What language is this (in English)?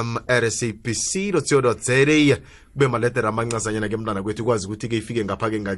South Ndebele